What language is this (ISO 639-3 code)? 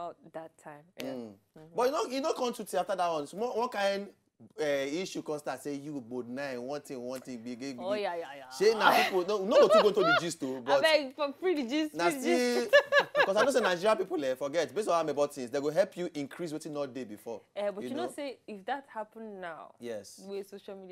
pcm